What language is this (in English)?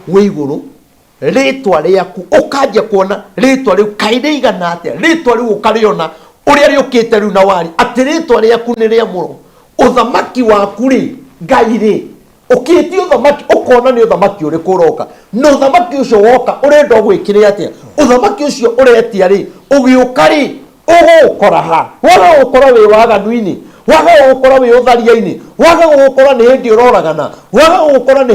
Kikuyu